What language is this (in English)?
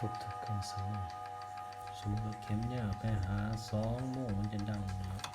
Lao